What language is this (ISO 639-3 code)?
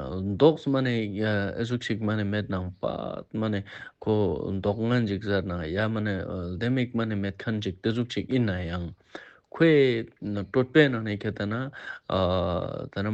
lbj